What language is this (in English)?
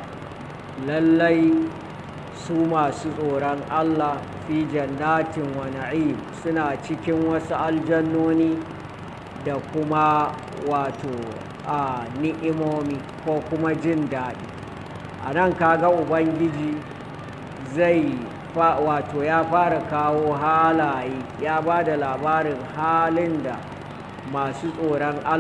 Hausa